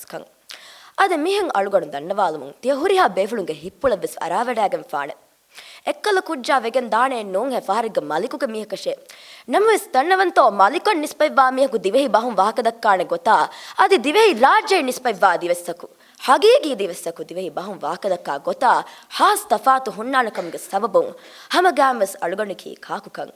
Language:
Divehi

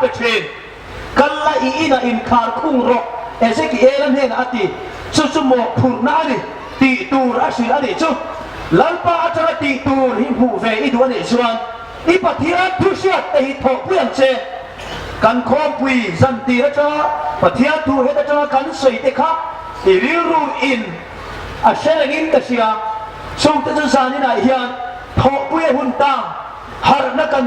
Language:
Hmar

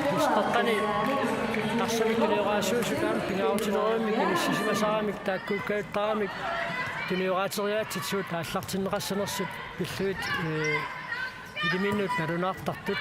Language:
Kalaallisut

